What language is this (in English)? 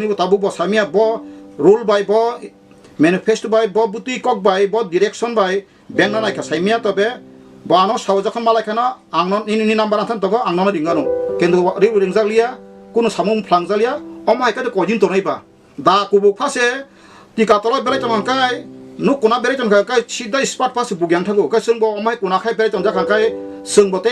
Kok Borok